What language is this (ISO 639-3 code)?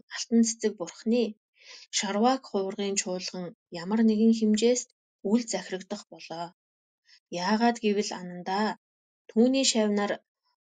mon